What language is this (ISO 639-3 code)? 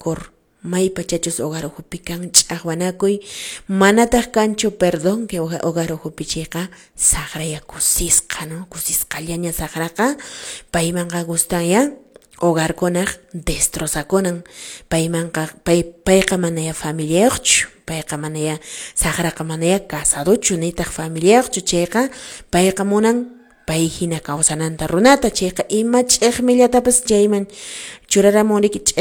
que